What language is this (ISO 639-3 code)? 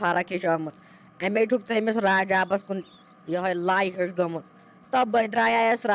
kas